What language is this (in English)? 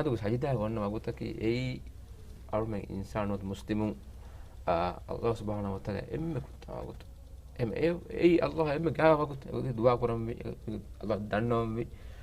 Divehi